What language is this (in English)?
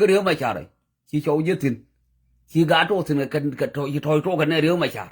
Nuer